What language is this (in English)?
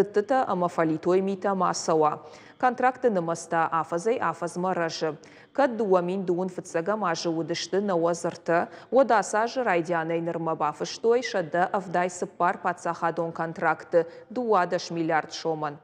Ossetic